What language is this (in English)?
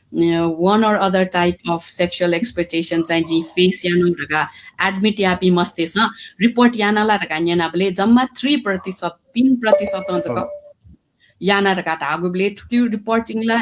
Newari